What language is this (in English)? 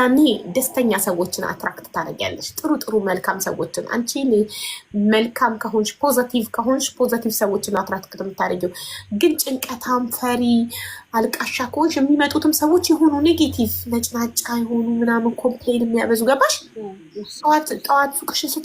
Amharic